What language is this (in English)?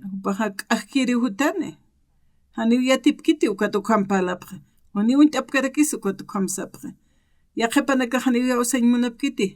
Aymara